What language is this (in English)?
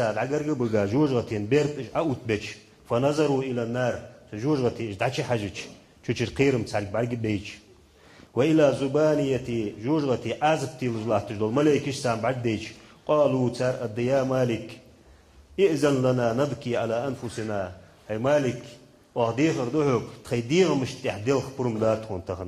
Ingush